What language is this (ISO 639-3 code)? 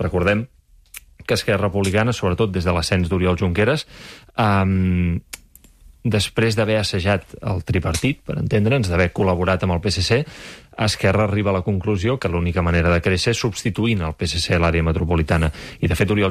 cat